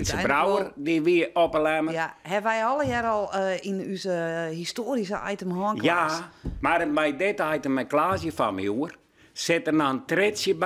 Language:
Western Frisian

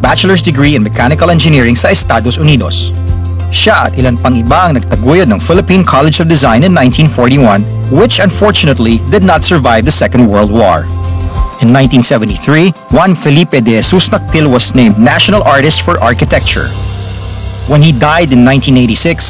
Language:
Filipino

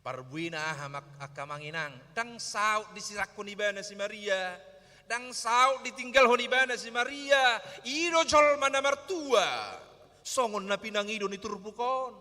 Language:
Batak Toba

